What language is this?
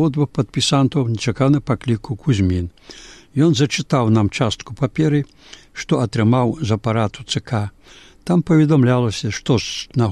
Belarusian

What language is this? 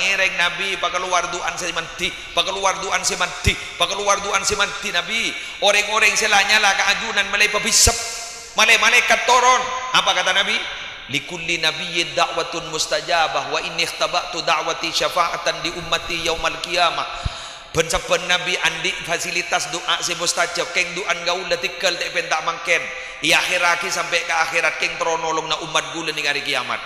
Madurese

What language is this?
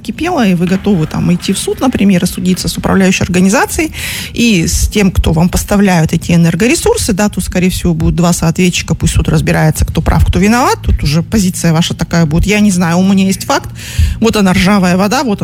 Russian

